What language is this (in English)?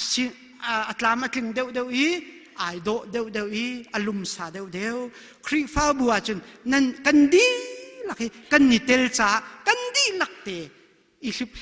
Hakha Chin